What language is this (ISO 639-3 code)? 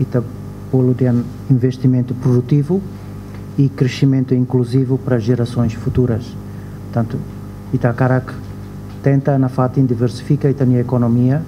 tet